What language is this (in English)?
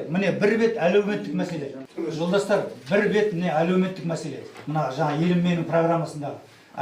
Kazakh